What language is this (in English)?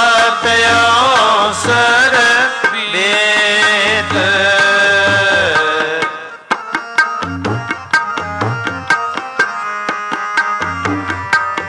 Punjabi